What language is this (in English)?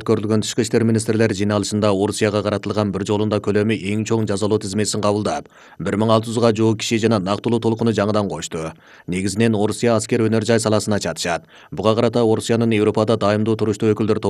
Kyrgyz